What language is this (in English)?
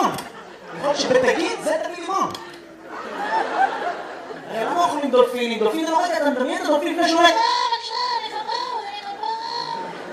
Hebrew